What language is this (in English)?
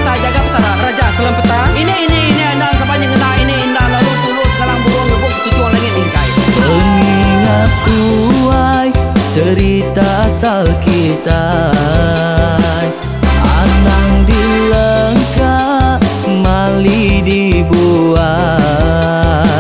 Iban